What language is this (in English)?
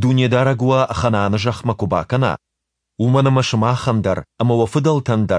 Ossetic